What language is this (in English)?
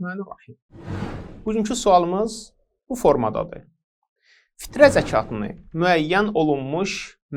Azerbaijani